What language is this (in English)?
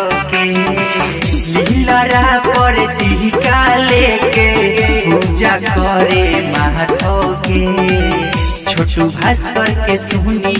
Bhojpuri